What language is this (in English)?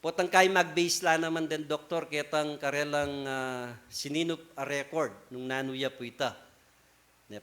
Pampanga